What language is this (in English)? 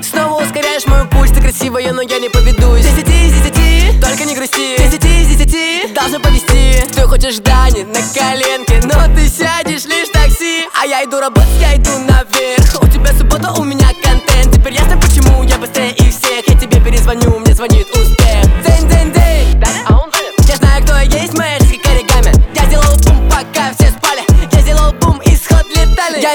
Russian